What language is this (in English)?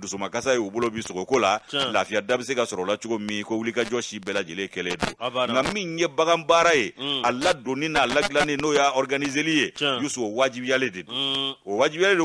Bambara